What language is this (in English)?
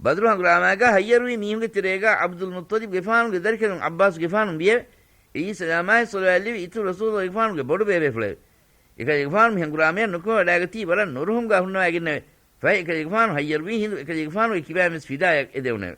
Divehi